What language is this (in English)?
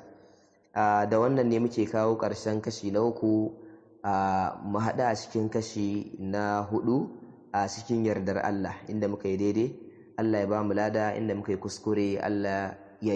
Hausa